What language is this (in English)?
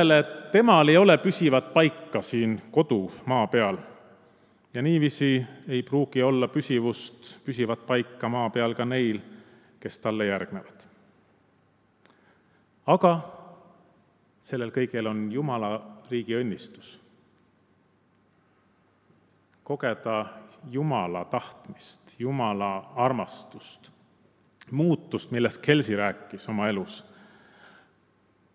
Estonian